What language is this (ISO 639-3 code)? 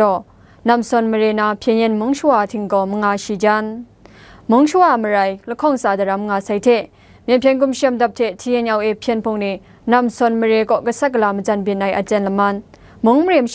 kac